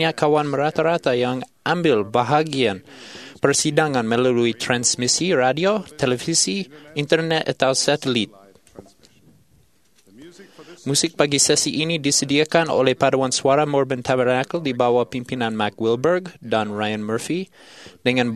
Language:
Malay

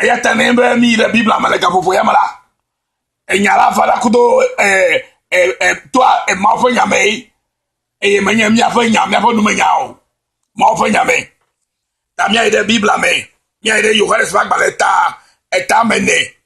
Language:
Ewe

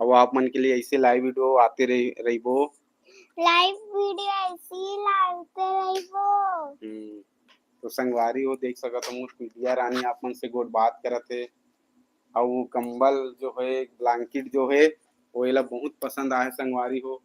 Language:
Chhattisgarhi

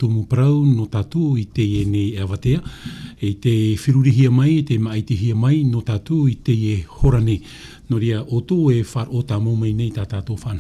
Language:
Tahitian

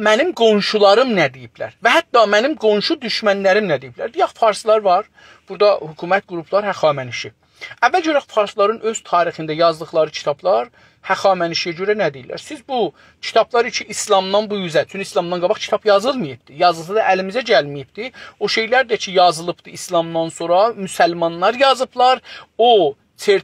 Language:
South Azerbaijani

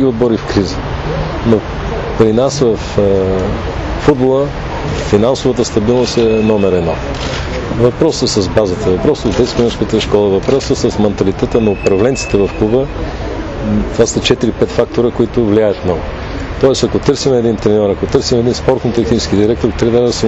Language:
Bulgarian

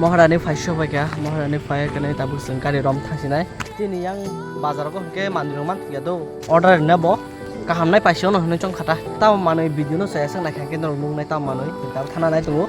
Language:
Kok Borok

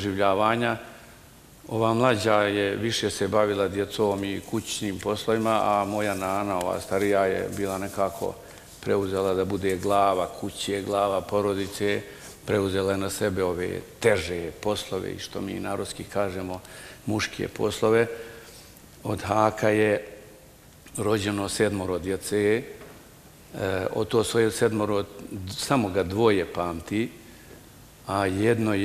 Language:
Bosnian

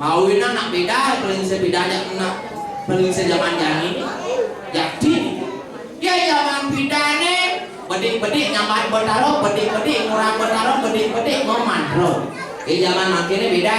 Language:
Balinese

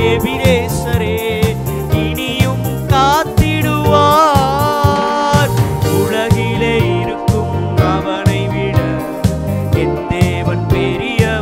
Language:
Tamil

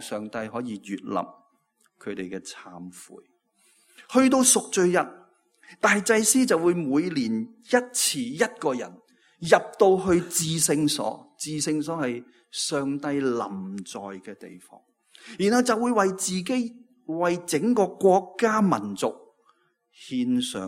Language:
Cantonese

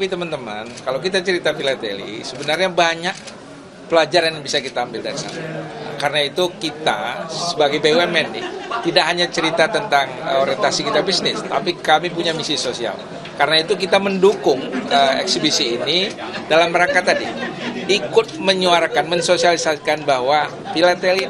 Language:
Indonesian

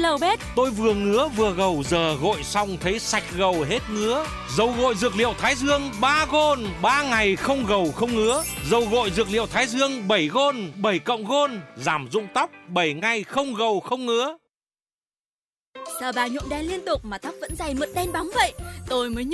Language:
Vietnamese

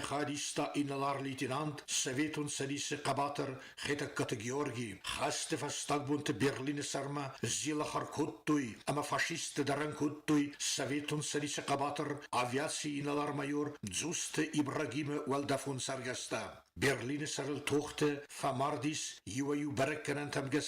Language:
Ossetic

